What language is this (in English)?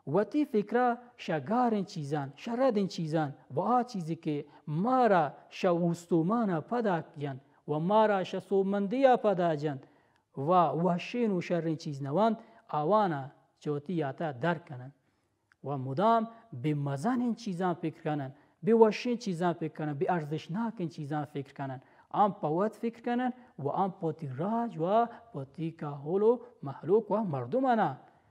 Baluchi